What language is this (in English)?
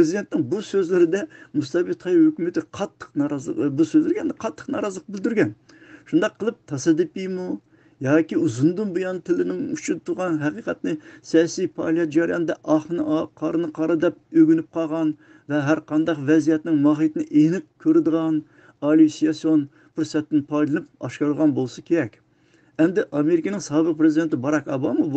Uyghur